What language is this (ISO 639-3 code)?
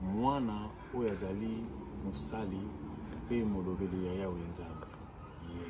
lin